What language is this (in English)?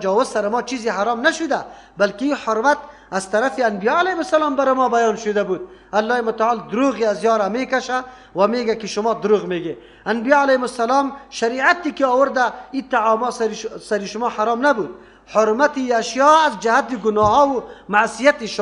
Persian